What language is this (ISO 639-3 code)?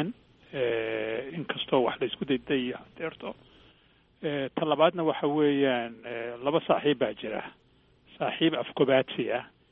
som